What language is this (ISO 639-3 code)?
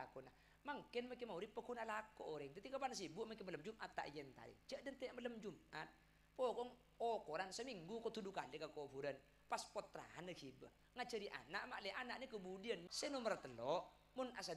mad